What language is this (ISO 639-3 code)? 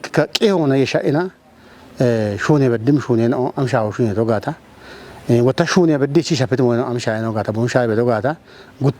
kbr